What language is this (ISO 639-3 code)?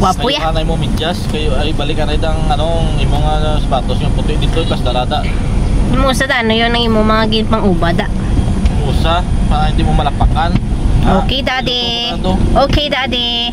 hil